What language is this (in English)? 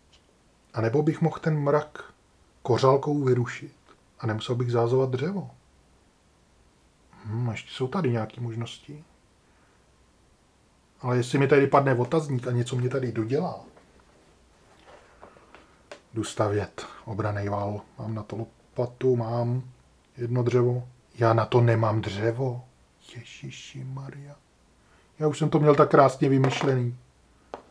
Czech